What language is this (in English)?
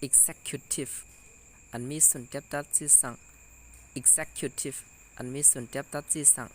Shan